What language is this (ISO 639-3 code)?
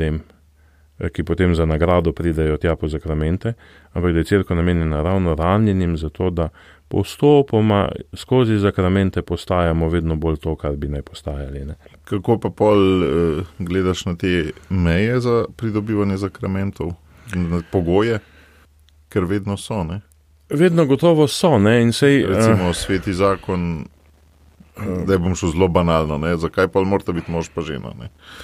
slv